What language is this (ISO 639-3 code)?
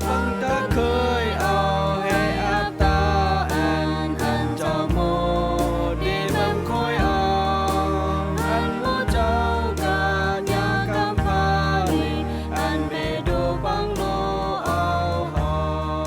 rbb